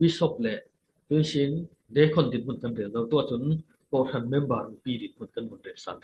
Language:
Falam Chin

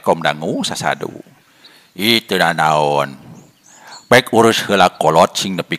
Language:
Sundanese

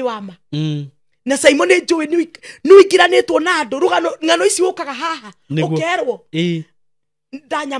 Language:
Kikuyu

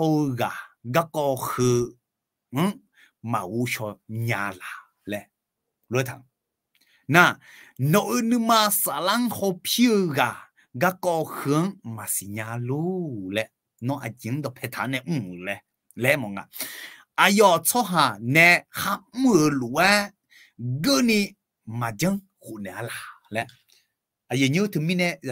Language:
Akha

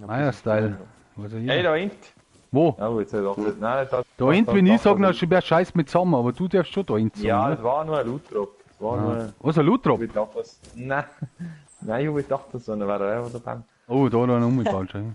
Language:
Bavarian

